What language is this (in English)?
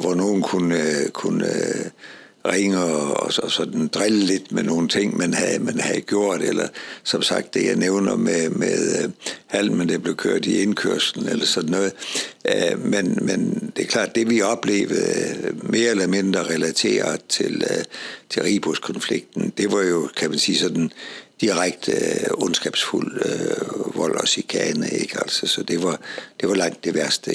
Danish